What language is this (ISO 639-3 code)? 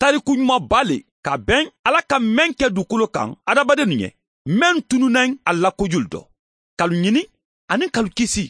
man